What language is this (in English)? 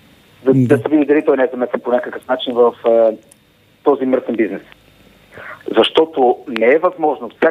Bulgarian